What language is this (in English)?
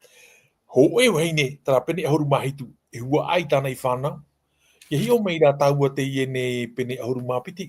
Tahitian